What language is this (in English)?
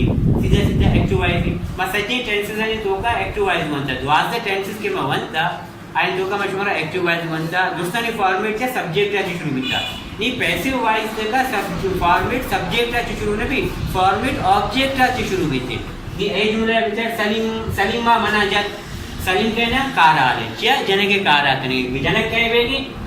Baluchi